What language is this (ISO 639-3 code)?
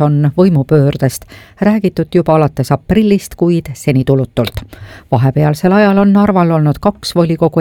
est